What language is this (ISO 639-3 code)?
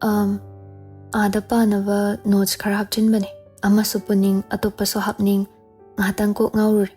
mni